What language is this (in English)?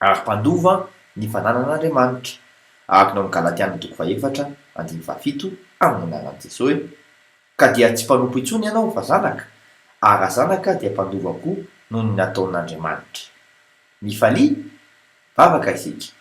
Malagasy